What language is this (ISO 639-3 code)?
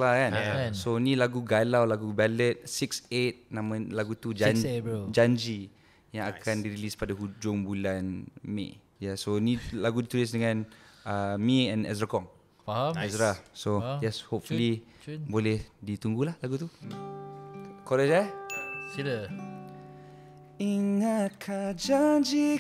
msa